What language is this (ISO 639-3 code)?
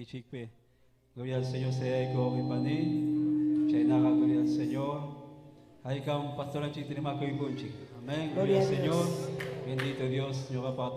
quy